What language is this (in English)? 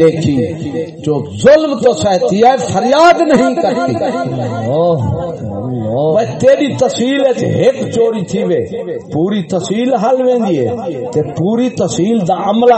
Saraiki